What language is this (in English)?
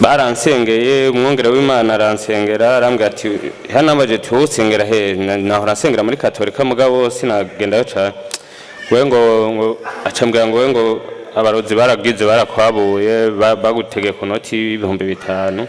Rundi